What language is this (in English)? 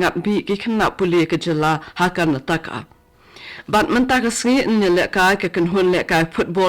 Khasi